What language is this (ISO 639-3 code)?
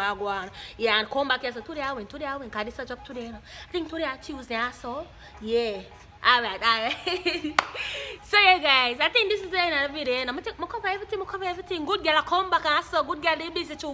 jam